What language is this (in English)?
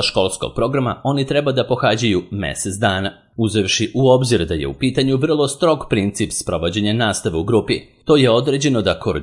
Serbian